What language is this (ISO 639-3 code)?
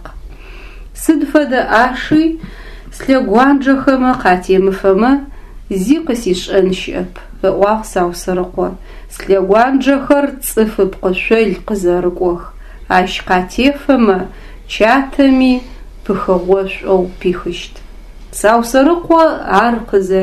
ady